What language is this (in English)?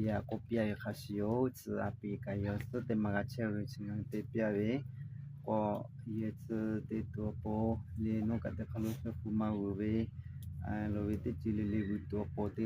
Lahu